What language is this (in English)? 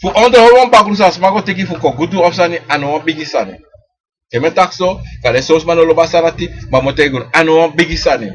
Sranan Tongo